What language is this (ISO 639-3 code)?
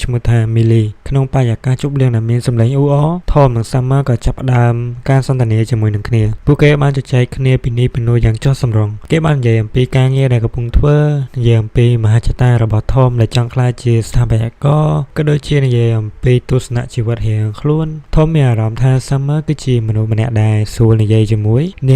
khm